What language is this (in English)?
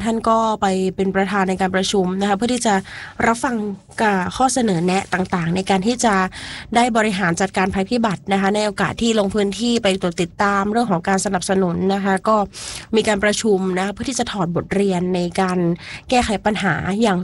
Thai